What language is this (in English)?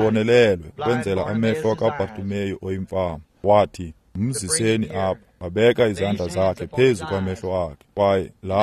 Xhosa